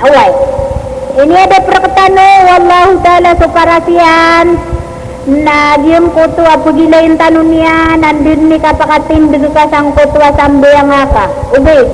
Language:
Maranao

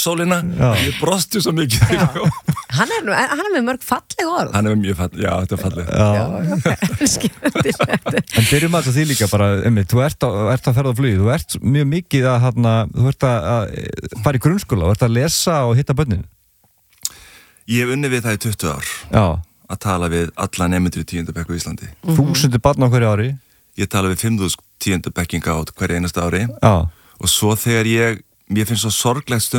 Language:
Icelandic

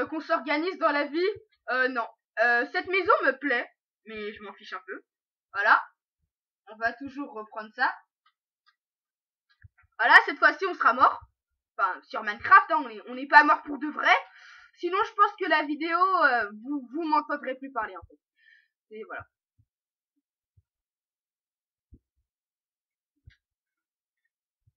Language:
French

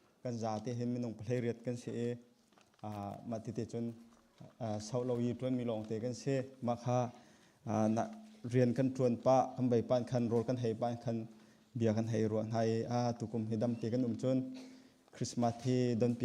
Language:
Hakha Chin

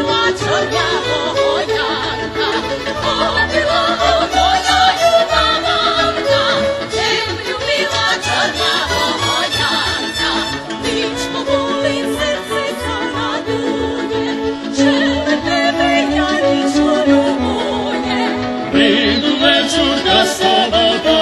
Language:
Rusyn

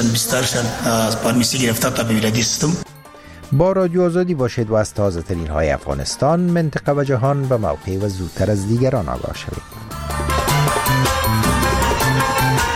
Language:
Persian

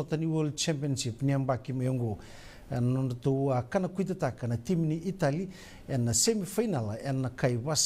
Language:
Fijian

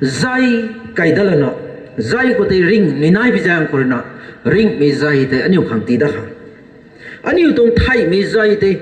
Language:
Rongmei Naga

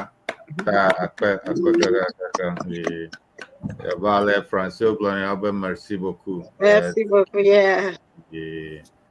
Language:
Ewe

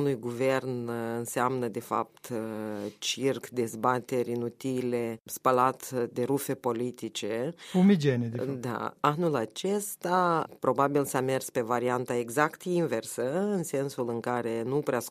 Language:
Romanian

